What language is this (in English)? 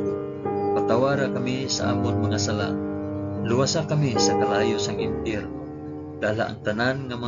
Hiligaynon